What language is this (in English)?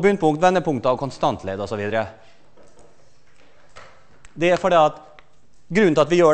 Norwegian